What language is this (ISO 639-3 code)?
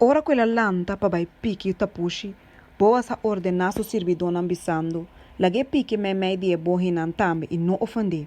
pap